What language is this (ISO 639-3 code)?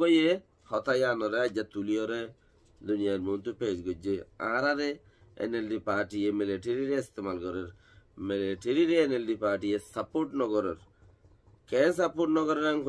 rhg